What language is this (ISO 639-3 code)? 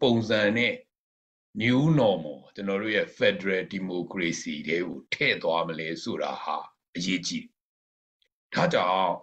mya